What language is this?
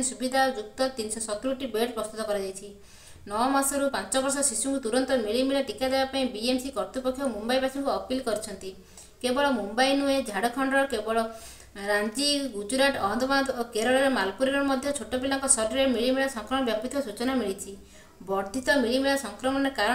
Odia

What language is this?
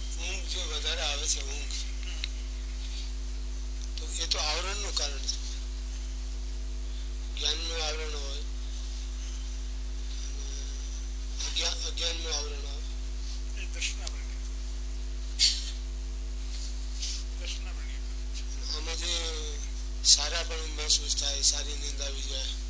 Gujarati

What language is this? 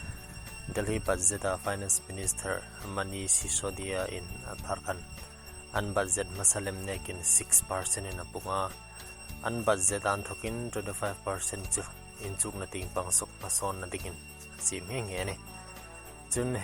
Hmar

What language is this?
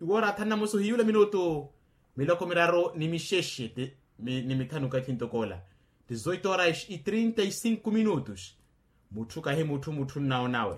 Makhuwa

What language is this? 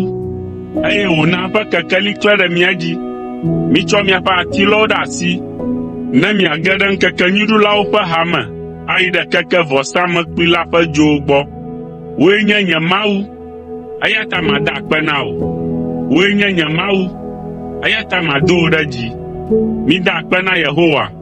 Ewe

